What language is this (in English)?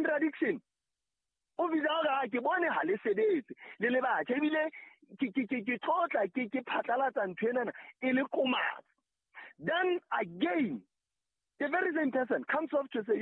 Southern Sotho